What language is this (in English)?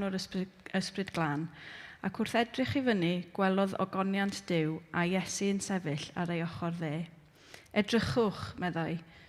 Welsh